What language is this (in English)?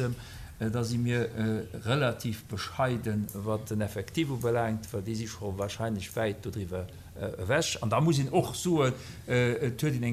Luxembourgish